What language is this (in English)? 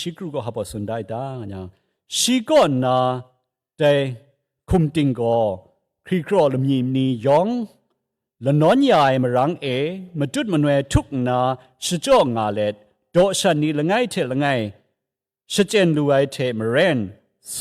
Kachin